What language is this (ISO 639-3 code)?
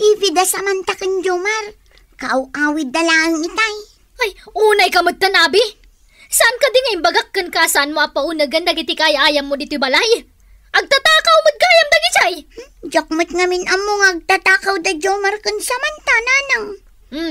ilo